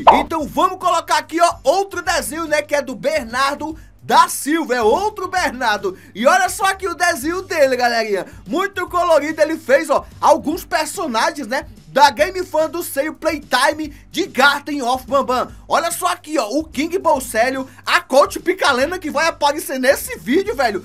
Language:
Portuguese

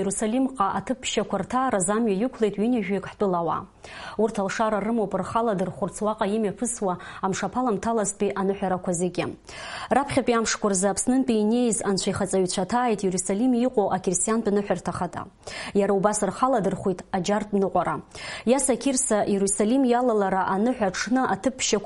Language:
Abkhazian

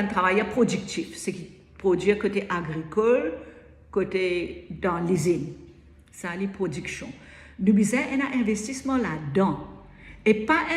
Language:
Morisyen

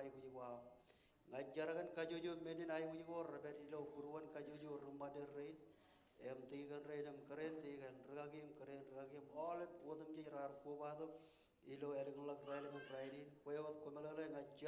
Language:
Marshallese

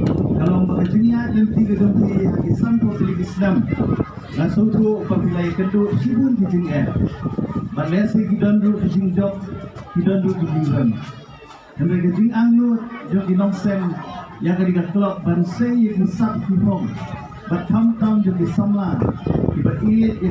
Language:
Khasi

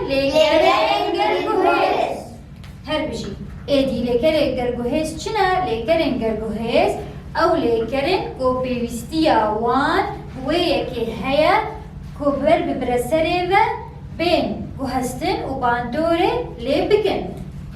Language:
Kurdish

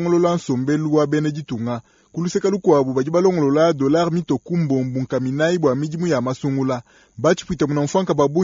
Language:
Luba-Lulua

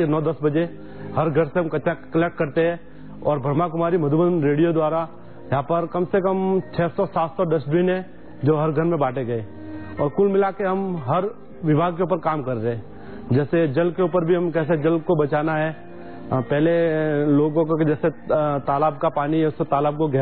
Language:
Hindi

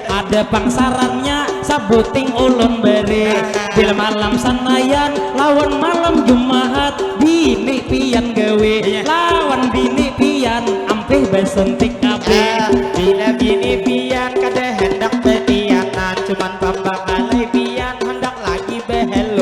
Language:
Banjar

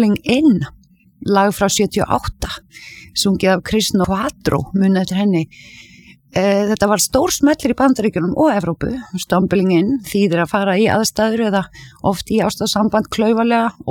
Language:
Icelandic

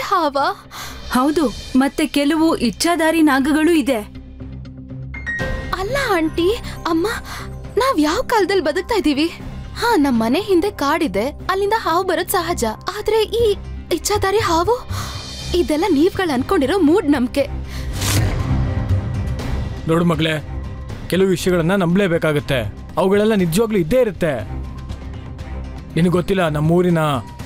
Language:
Kannada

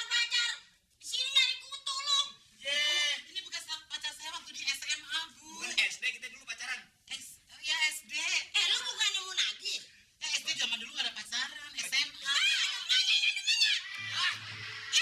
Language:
Betawi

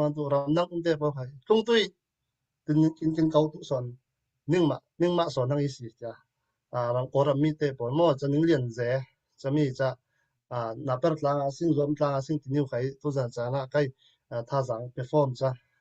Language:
Falam Chin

